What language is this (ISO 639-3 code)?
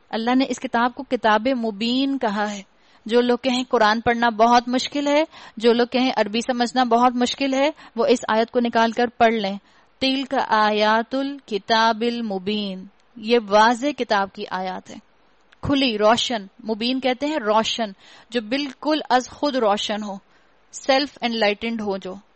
urd